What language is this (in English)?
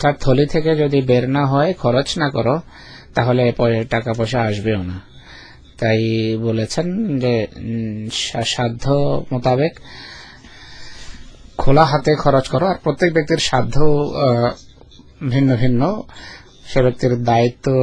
Bangla